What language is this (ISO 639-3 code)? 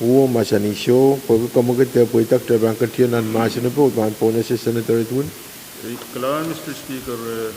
pon